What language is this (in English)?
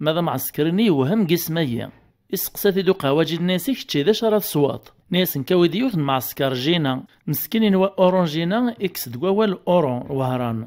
Kabyle